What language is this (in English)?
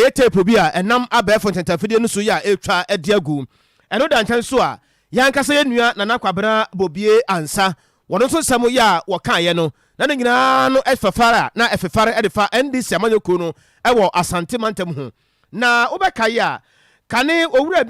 Akan